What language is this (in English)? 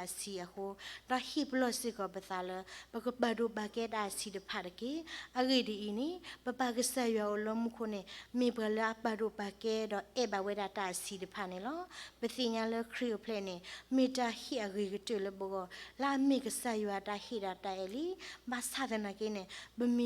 S'gaw Karen